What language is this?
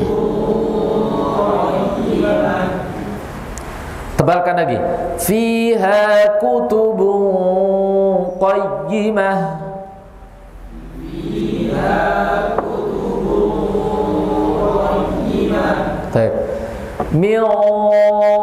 Indonesian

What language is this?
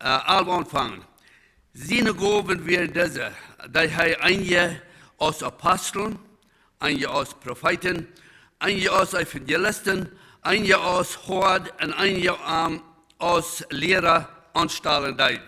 Plautdietsch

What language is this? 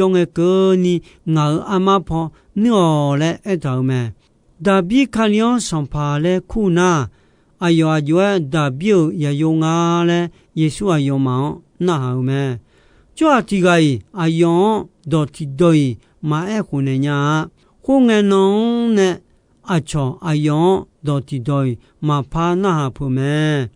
Akha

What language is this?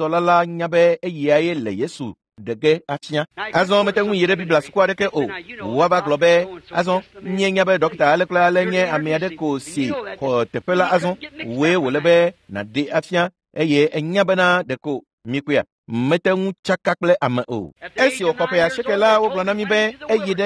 Ewe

